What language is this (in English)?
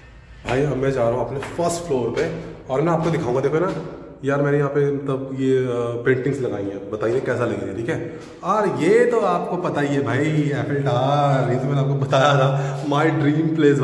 Hindi